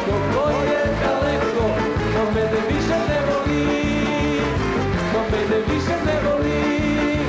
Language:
Serbian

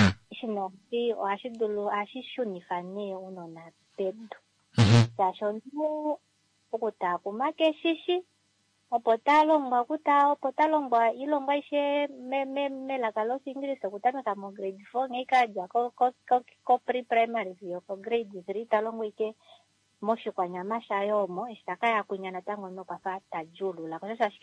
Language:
Kuanyama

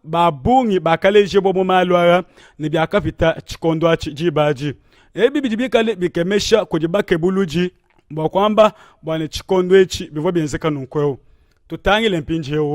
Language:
Luba-Lulua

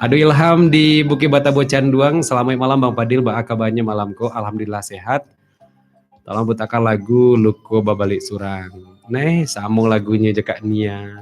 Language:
Minangkabau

